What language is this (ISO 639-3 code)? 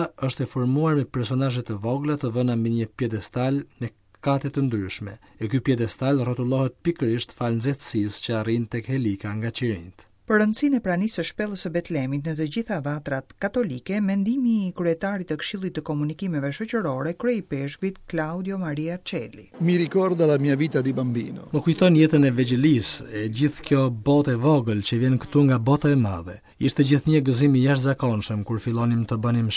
sqi